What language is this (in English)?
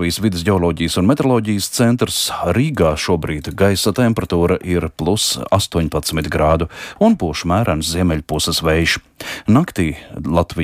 Latvian